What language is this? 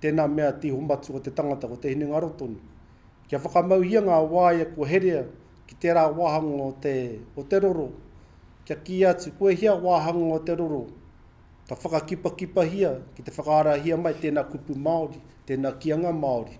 Māori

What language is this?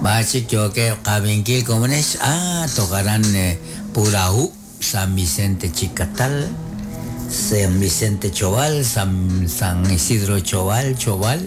Kekchí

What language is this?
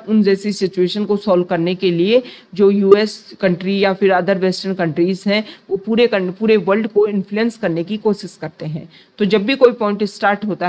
Hindi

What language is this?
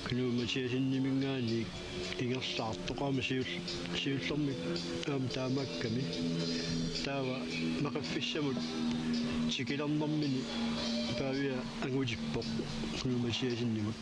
Kalaallisut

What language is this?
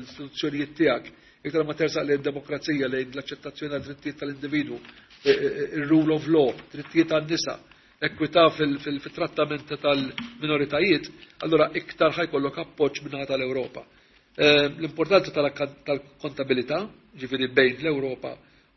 Maltese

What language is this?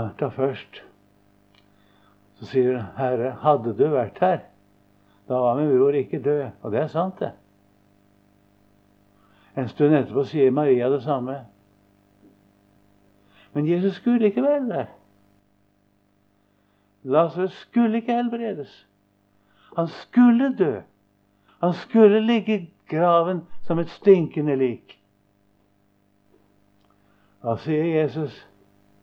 Norwegian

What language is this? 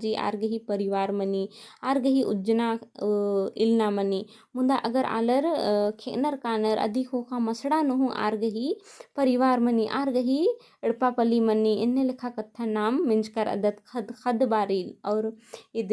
Kurukh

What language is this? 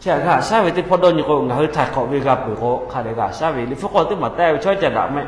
Lahu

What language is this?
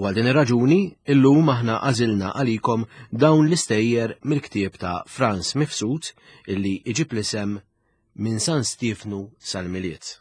Maltese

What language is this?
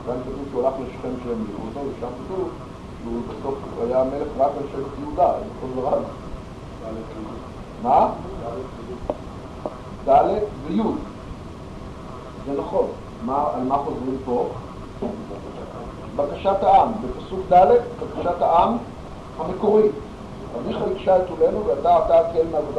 Hebrew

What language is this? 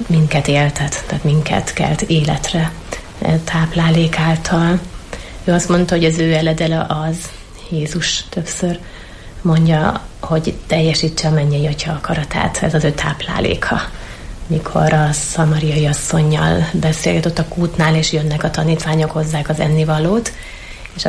Hungarian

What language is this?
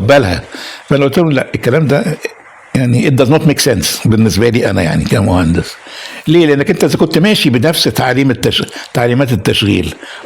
Egyptian Arabic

